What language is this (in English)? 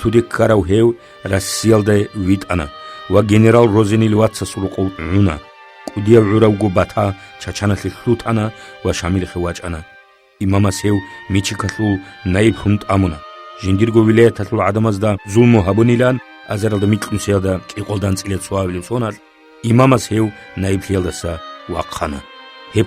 Avaric